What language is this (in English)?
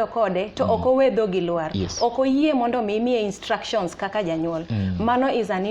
Luo (Kenya and Tanzania)